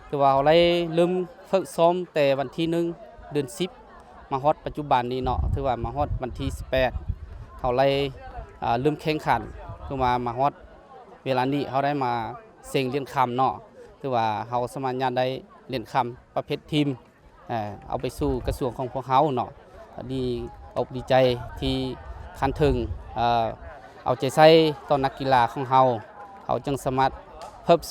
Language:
Lao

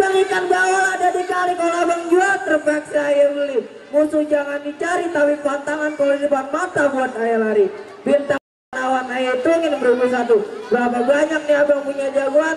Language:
Betawi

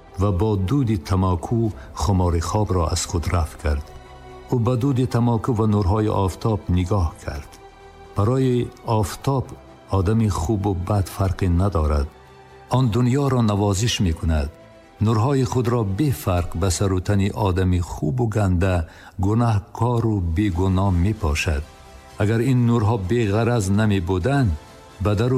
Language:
Tajik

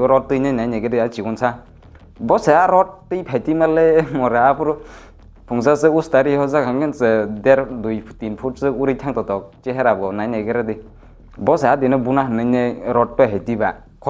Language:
Kok Borok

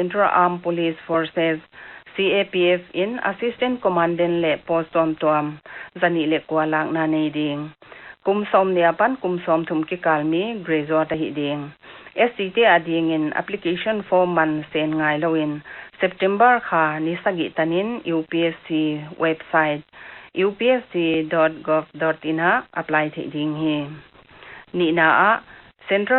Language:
Paite Chin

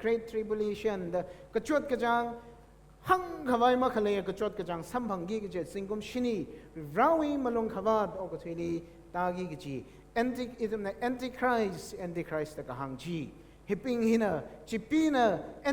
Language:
Tangkhul Naga (India)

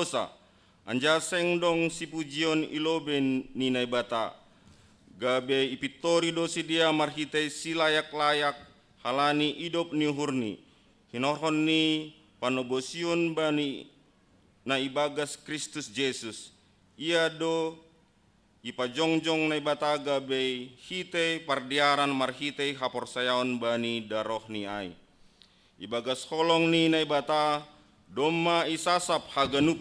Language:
Batak Simalungun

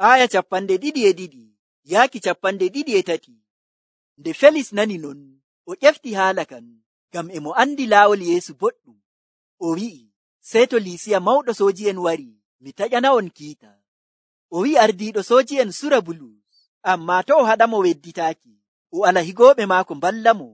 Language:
Nigerian Fulfulde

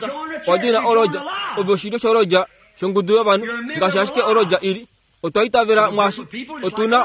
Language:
Kuanyama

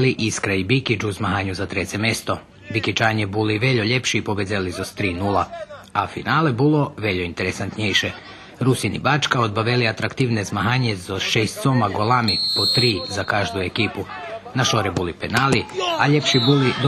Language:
Rusyn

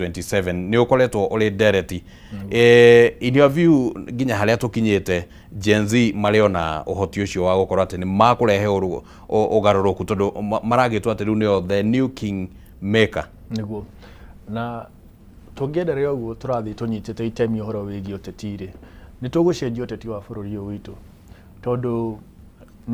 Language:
Kikuyu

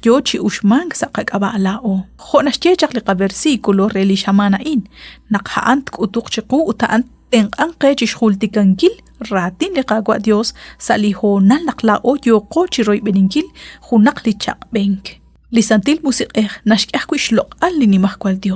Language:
Kekchí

